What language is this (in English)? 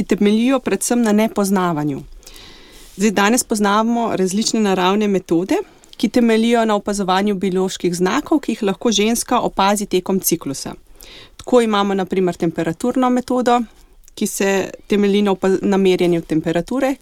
Slovenian